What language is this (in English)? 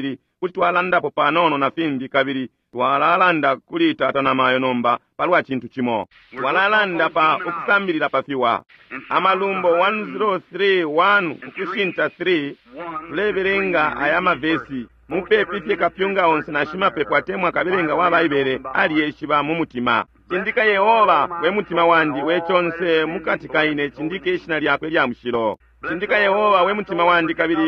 Bemba